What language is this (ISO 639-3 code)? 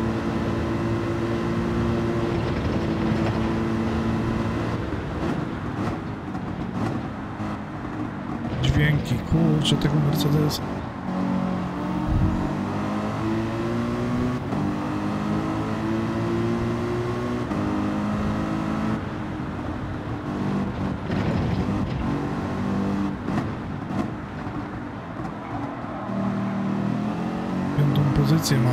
pol